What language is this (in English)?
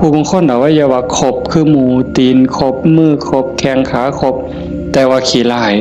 Northeastern Thai